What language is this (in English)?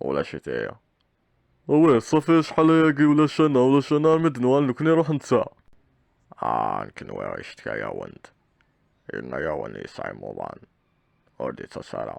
Kabyle